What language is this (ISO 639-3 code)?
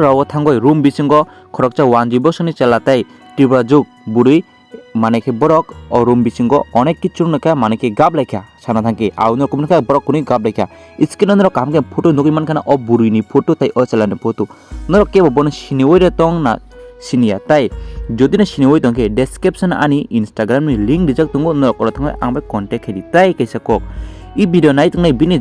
trp